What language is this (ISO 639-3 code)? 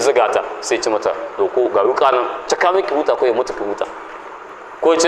hau